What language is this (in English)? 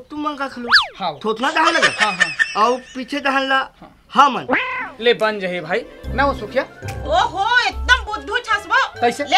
Chhattisgarhi